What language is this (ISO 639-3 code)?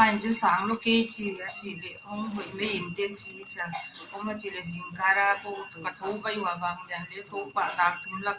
pck